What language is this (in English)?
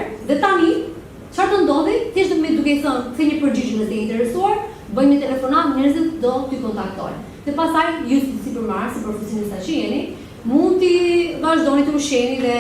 Albanian